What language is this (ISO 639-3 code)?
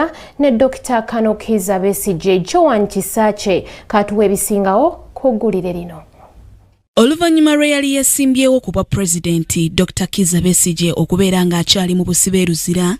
lug